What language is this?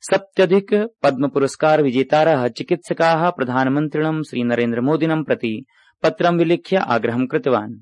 Sanskrit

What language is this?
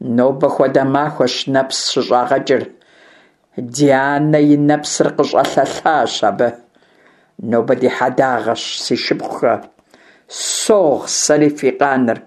Kabardian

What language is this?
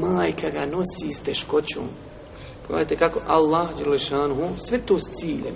Bosnian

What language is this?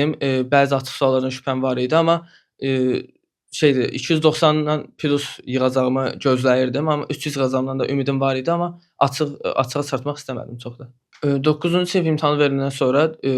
Azerbaijani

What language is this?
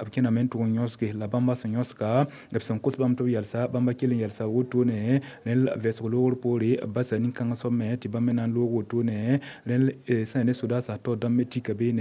Mossi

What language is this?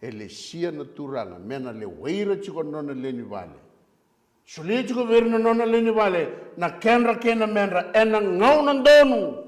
Fijian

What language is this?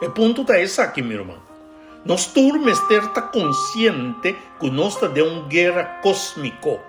Papiamento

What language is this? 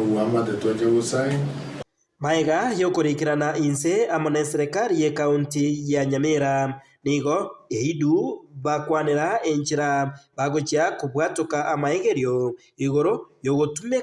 Gusii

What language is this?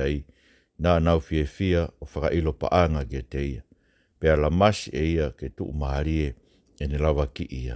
Tongan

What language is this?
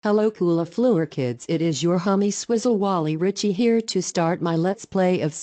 English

